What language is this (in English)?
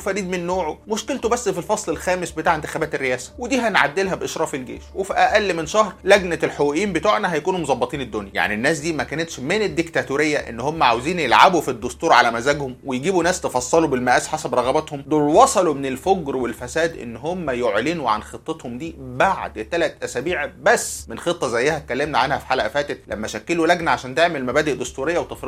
Egyptian Arabic